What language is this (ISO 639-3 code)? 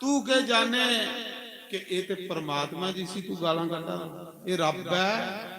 doi